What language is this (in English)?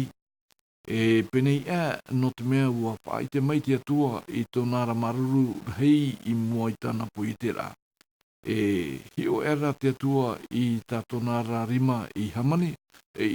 Tahitian